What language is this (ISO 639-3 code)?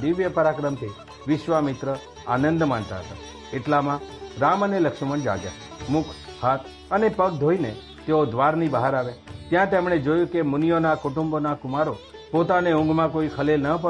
guj